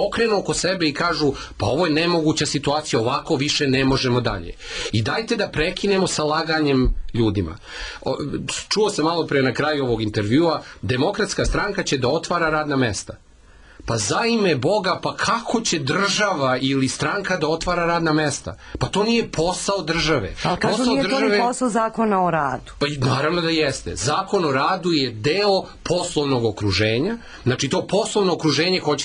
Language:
Serbian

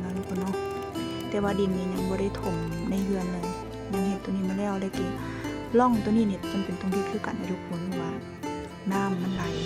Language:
Lao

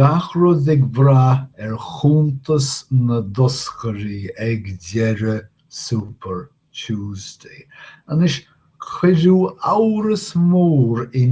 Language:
Irish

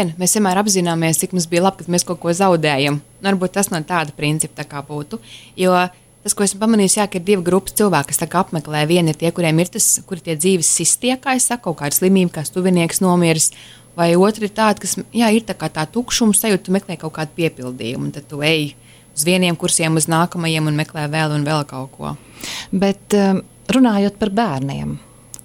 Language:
Latvian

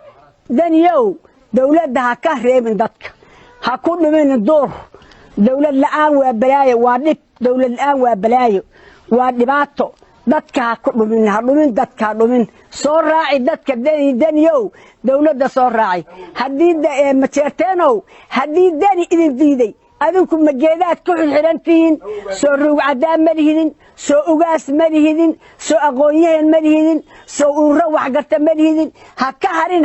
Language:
Somali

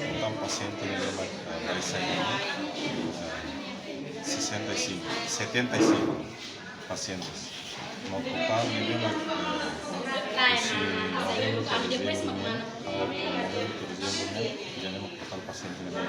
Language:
Tetum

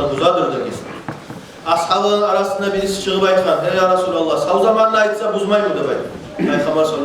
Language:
Kumyk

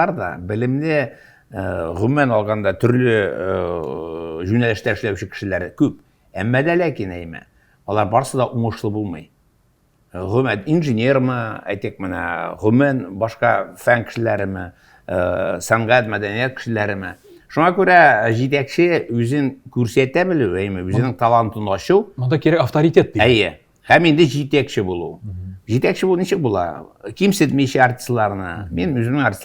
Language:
Tatar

